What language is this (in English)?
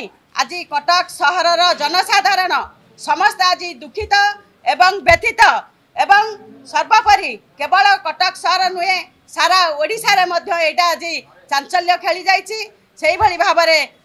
Odia